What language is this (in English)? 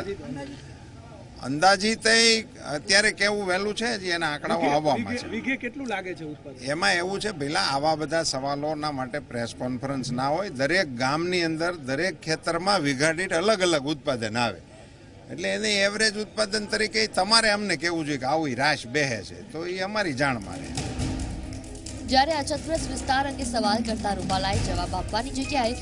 Gujarati